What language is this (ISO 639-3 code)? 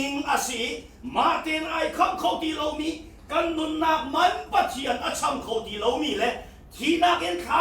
cnh